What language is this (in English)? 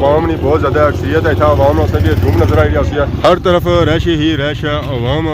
Pahari-Potwari